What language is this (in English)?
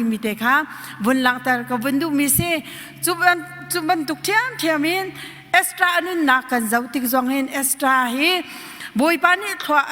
Hakha Chin